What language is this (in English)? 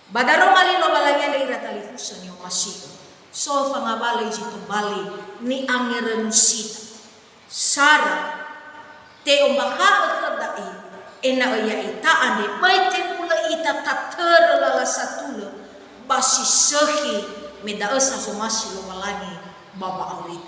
Nias